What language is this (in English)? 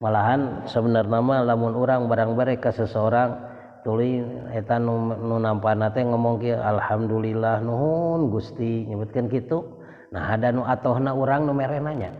Sundanese